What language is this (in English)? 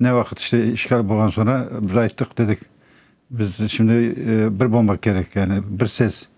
Crimean Tatar